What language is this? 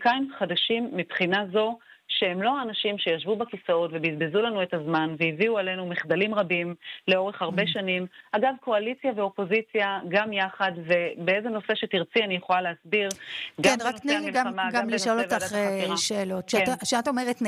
Hebrew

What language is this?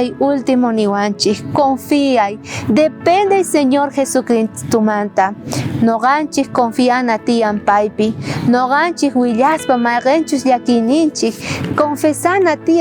South Bolivian Quechua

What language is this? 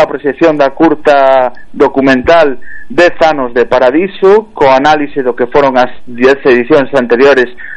Galician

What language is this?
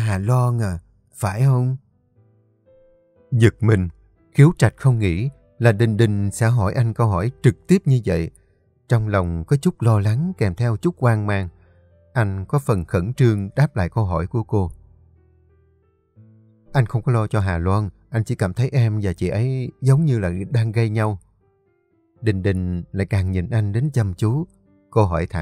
Vietnamese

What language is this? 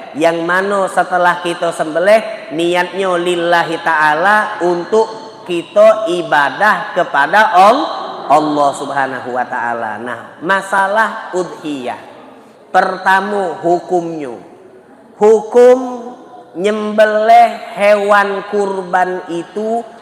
Musi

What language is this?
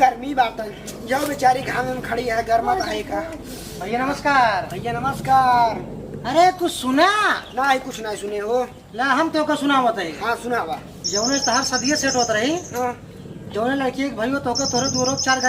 Awadhi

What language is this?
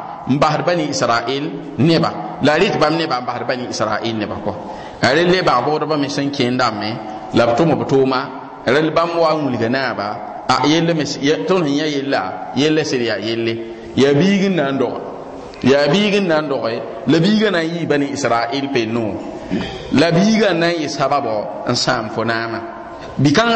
Mossi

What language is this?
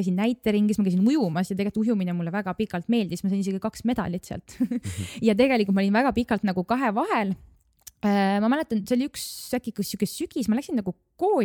Estonian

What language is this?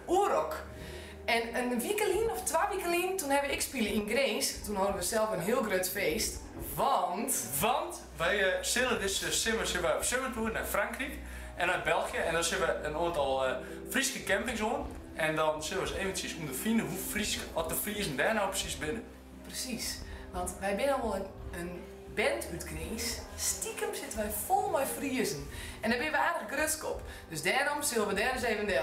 Western Frisian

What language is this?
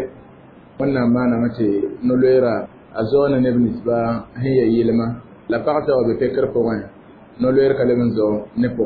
Mossi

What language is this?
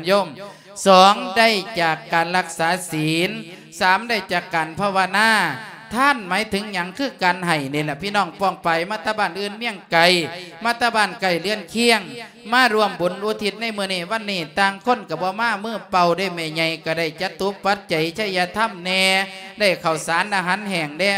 Lao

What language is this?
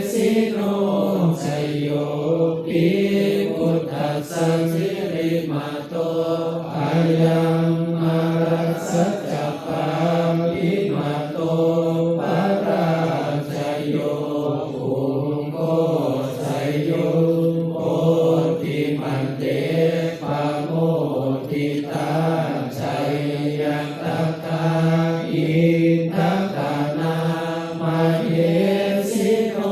Pali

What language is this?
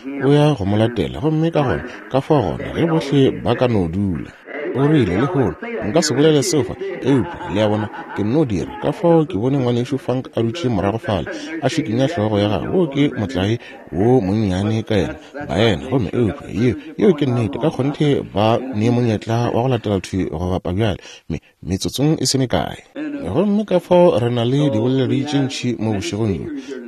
Northern Sotho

